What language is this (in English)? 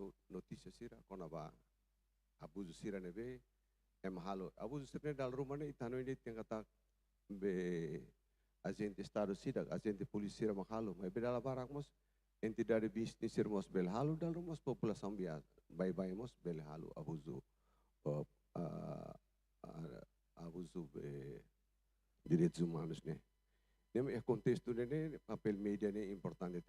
Tetum